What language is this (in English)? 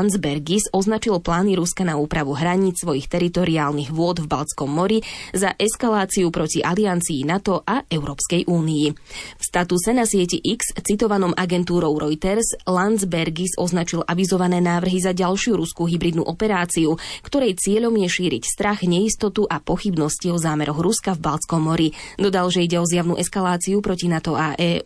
Slovak